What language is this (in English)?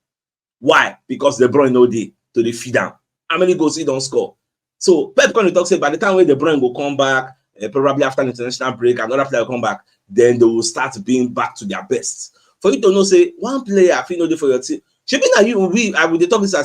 Nigerian Pidgin